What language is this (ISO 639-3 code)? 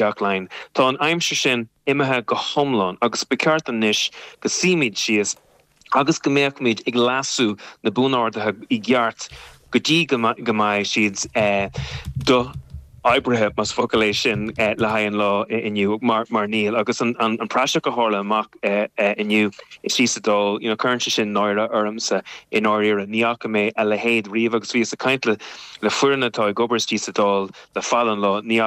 gle